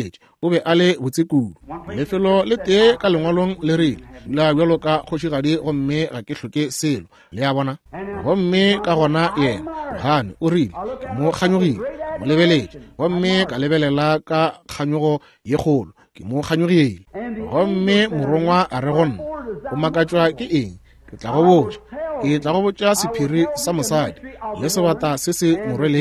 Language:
Northern Sotho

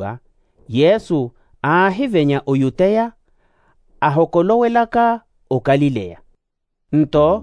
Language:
Makhuwa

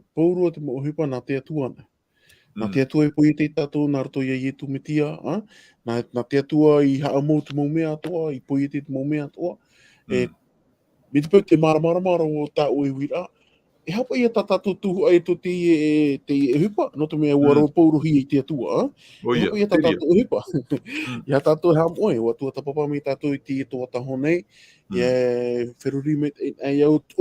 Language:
Tahitian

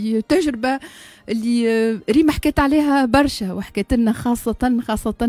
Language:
Tunisian Arabic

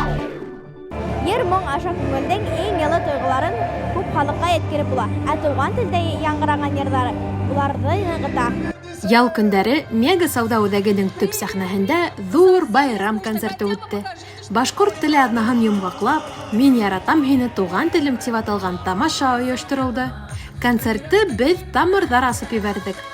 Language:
Bashkir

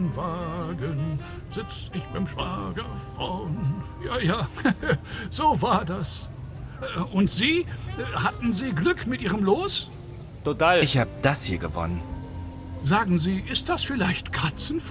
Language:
Bavarian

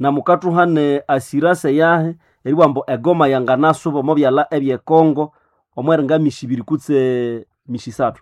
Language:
Nande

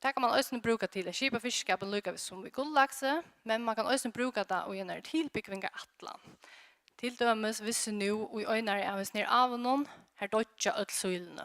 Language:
Faroese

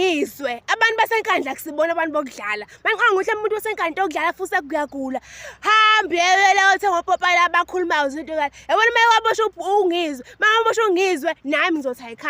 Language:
Zulu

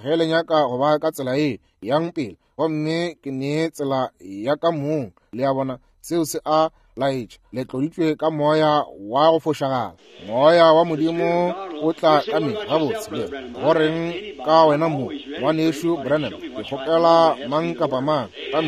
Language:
Northern Sotho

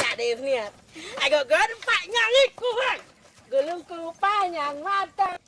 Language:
Achinese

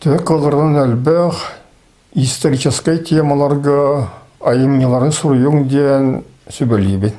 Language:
Yakut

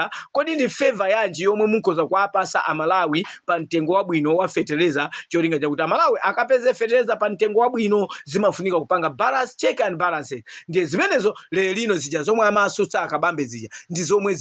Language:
Nyanja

